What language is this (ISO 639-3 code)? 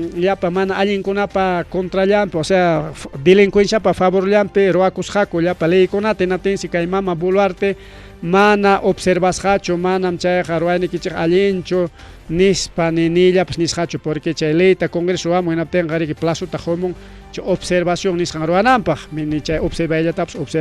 quy